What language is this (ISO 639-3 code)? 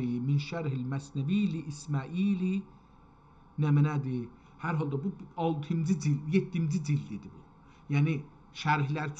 azb